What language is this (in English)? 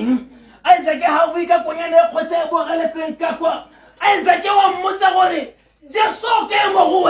Tswana